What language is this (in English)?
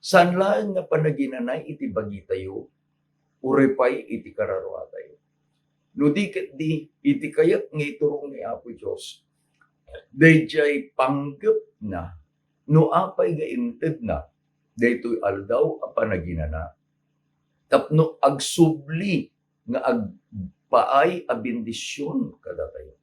Iloko